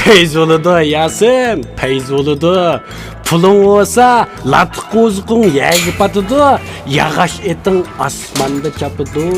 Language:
Uyghur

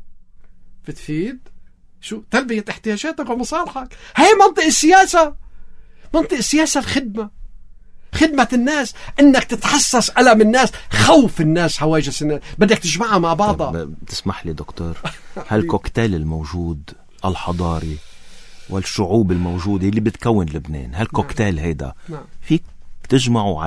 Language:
North Levantine Arabic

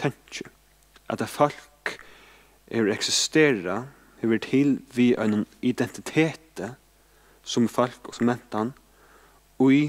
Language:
Faroese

